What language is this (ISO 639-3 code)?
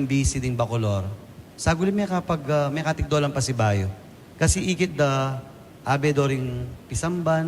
pam